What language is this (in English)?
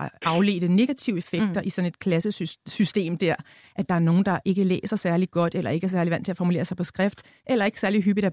Danish